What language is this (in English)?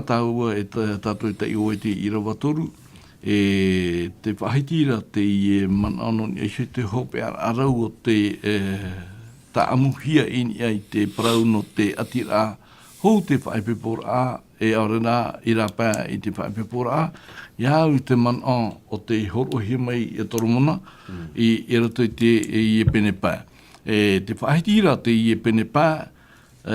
Tahitian